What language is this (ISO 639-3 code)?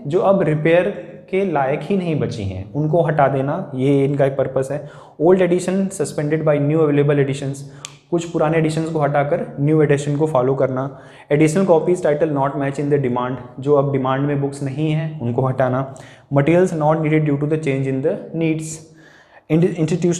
hin